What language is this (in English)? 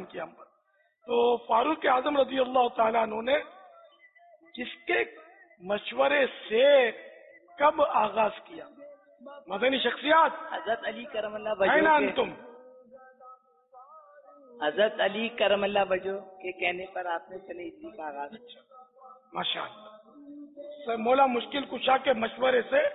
Urdu